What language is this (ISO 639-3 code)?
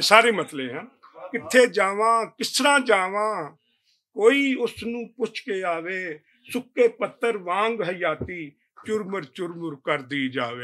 lah